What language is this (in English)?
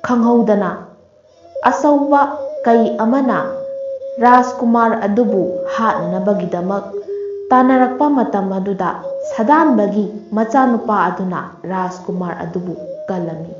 Manipuri